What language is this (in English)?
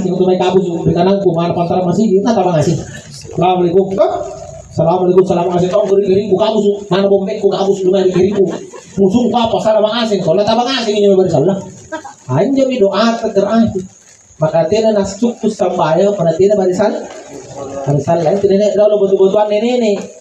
Makasar